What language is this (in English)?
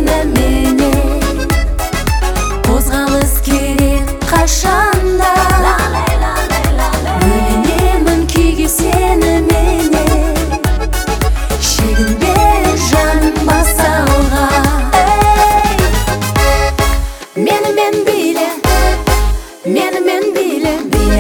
Kazakh